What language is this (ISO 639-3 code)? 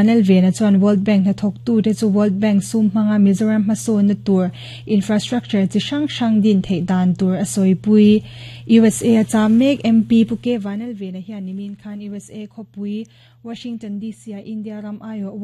lus